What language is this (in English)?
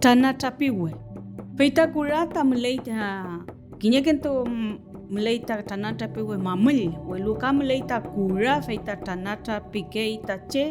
Mapuche